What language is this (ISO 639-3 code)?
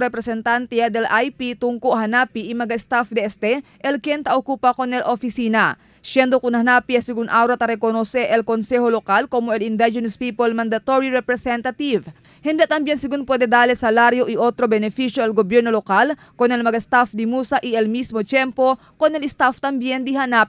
cbk